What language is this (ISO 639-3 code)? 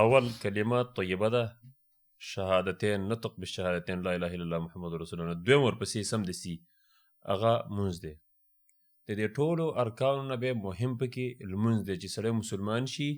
pus